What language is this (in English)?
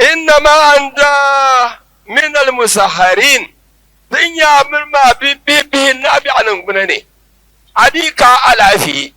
Dagbani